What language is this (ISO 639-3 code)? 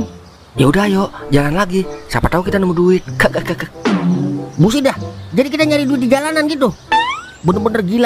bew